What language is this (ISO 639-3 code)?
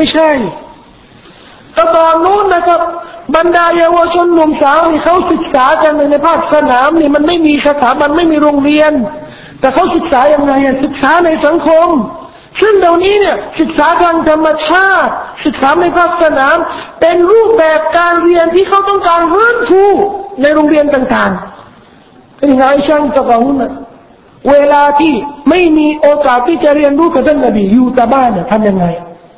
tha